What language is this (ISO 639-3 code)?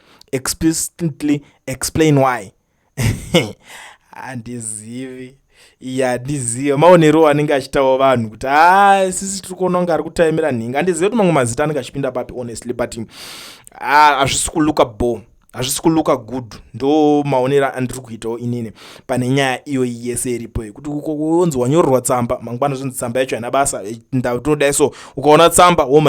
sna